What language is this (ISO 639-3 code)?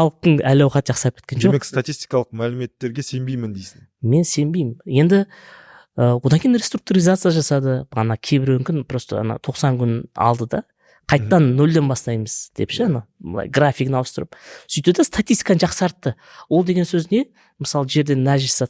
kaz